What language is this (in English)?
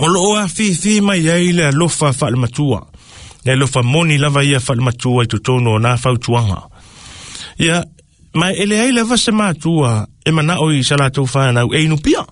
Samoan